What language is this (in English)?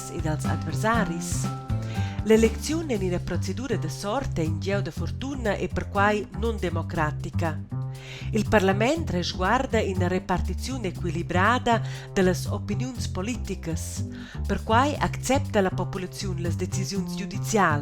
Romansh